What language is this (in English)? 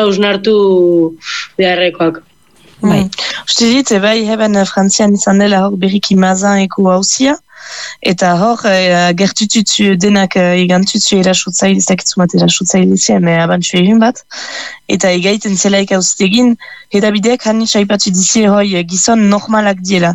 Basque